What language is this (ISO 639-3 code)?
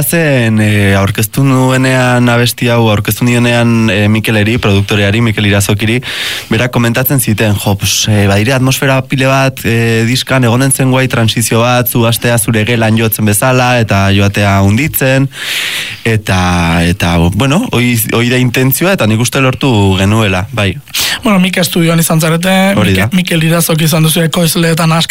eus